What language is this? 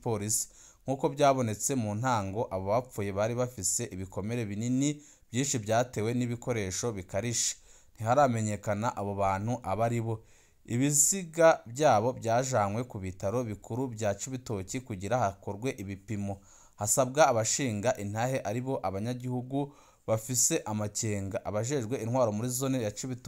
Rundi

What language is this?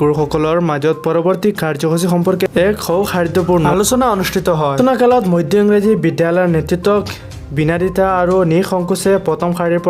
Assamese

